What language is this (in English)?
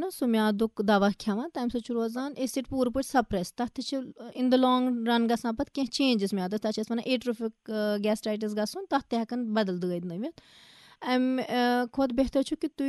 Kashmiri